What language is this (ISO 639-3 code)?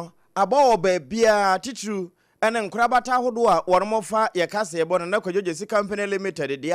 aka